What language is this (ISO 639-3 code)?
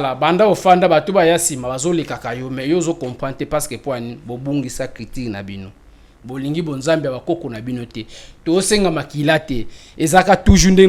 lin